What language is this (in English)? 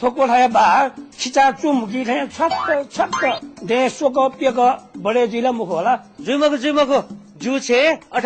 Newari